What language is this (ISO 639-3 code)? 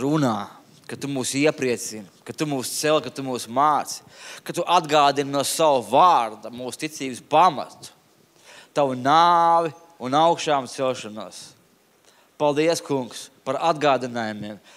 lav